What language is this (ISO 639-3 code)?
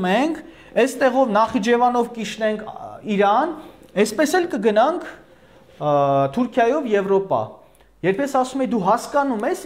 hye